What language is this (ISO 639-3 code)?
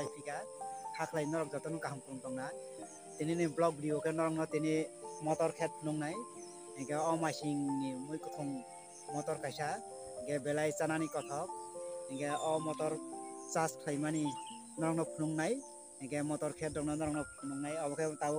trp